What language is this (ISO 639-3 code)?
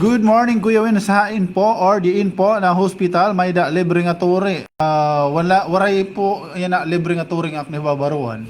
war